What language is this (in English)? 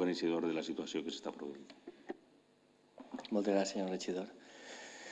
Catalan